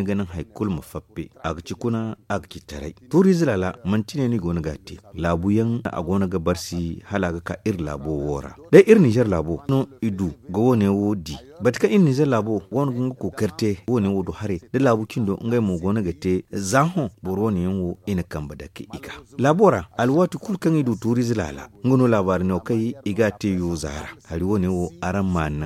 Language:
Zarma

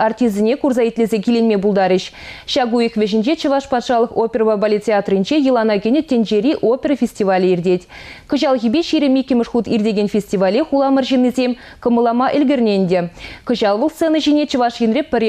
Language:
Chuvash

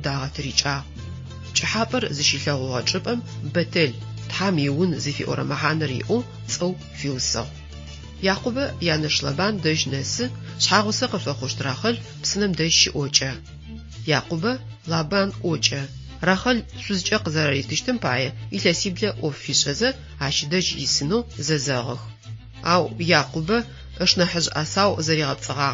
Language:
Adyghe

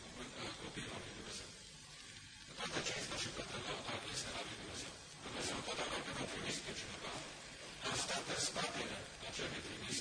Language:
Romanian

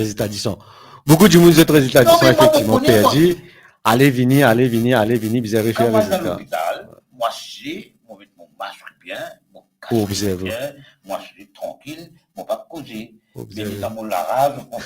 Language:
Morisyen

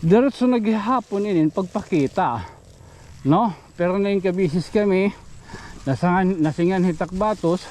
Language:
Waray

